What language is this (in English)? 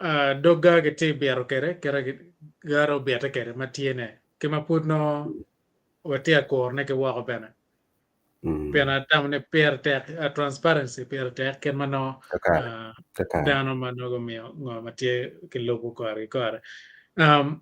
Acoli